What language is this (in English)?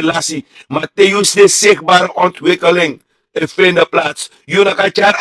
Sranan Tongo